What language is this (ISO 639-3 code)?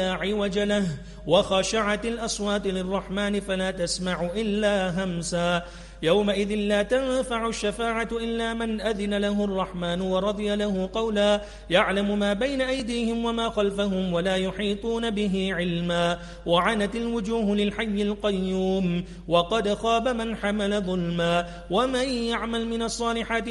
ara